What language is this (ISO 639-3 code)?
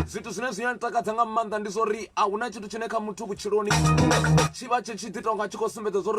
ven